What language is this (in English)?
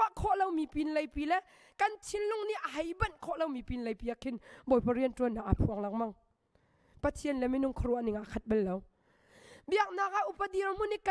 Hakha Chin